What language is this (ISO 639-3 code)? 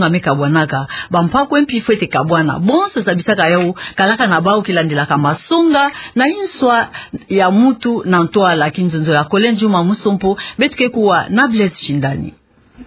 ktu